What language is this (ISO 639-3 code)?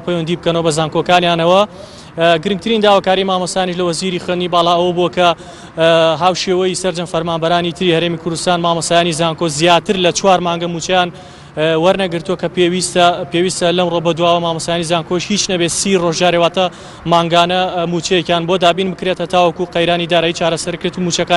ckb